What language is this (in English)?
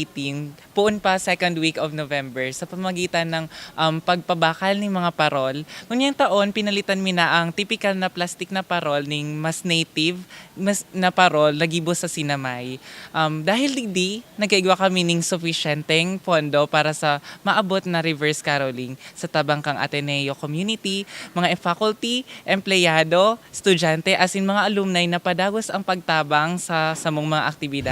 Bikol